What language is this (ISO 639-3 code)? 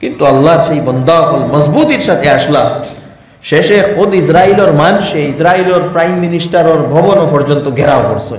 syl